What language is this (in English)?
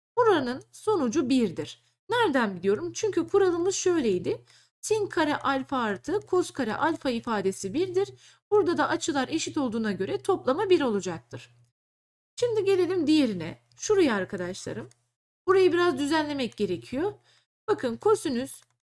Turkish